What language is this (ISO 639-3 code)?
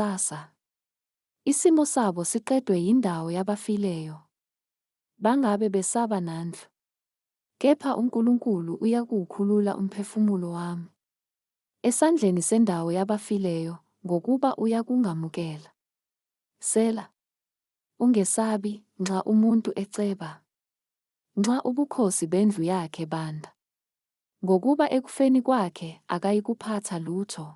zul